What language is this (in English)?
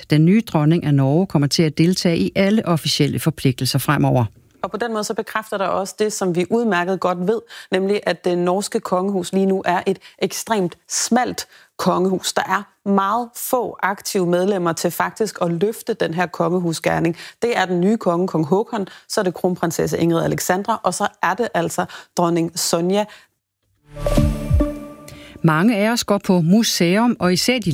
Danish